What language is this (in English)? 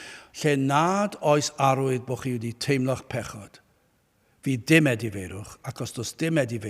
Welsh